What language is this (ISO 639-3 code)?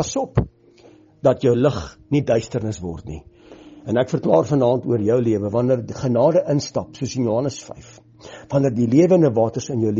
afr